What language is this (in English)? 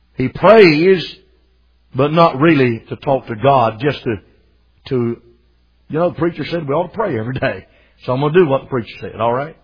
English